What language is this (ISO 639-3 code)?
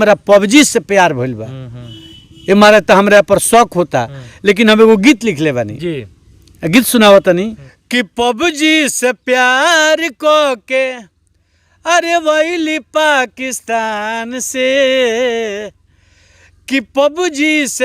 bho